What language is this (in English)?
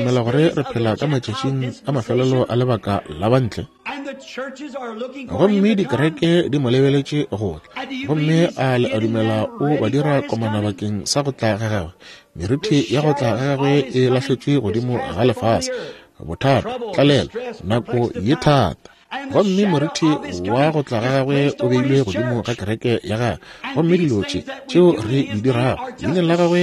Northern Sotho